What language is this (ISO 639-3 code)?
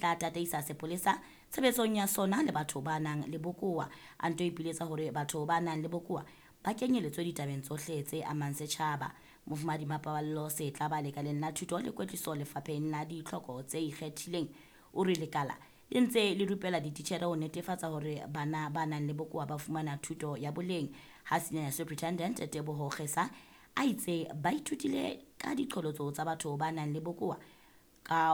sot